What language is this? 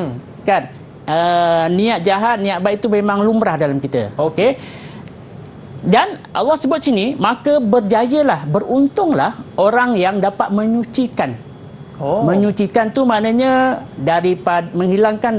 Malay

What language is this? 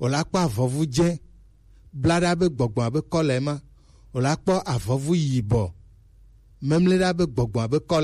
Gen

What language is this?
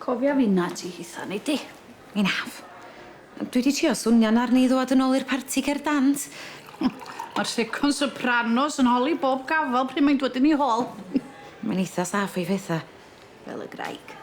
Welsh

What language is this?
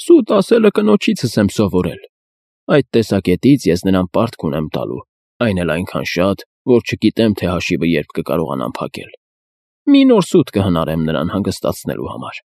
Armenian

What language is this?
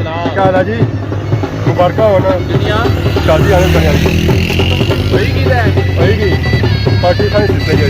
Pahari-Potwari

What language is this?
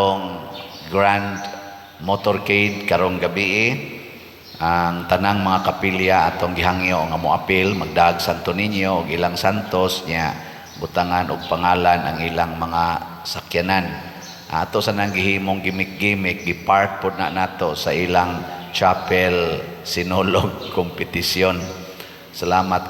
Cebuano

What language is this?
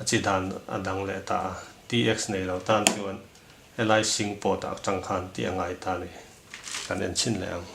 Mizo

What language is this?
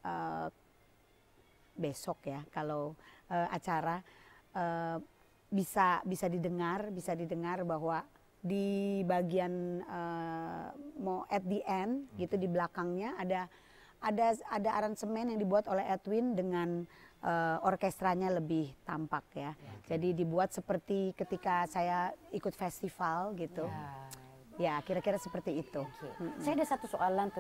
Indonesian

